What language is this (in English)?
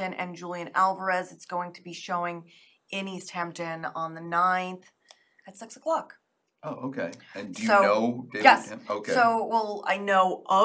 English